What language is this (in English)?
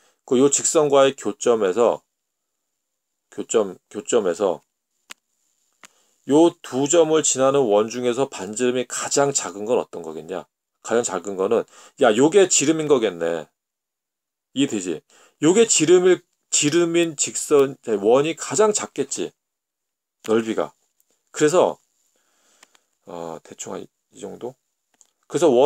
Korean